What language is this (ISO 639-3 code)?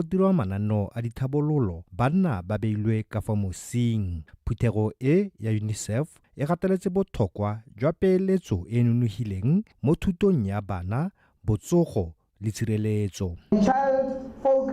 tsn